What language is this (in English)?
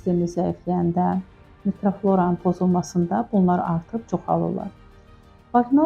Azerbaijani